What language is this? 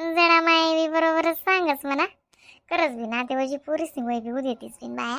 Khandesi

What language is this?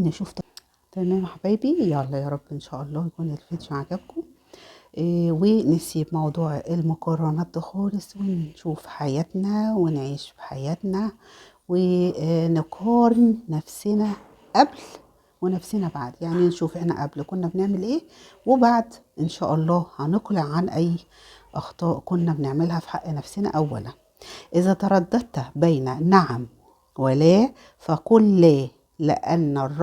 Egyptian Arabic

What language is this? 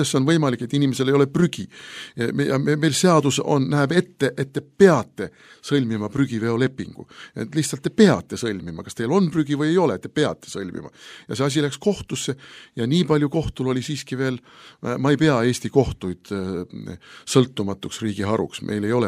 Estonian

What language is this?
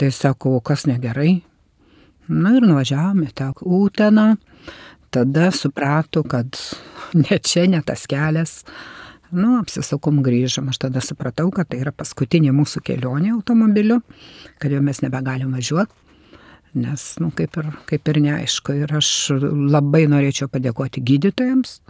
Lithuanian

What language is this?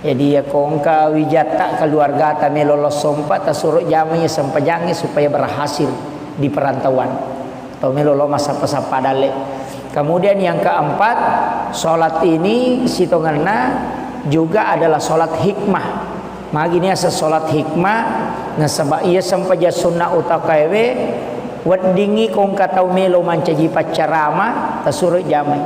Buginese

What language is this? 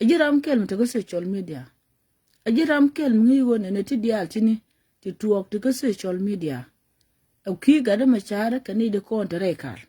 Nuer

